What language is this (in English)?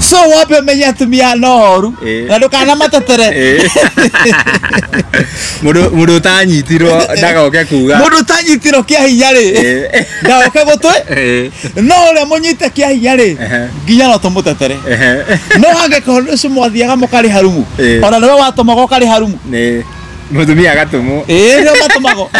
Kikuyu